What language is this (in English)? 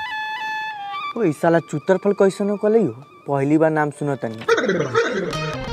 Bhojpuri